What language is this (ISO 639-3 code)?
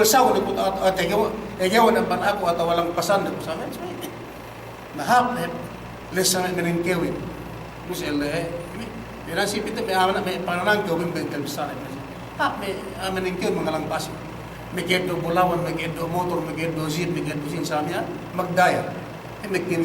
yka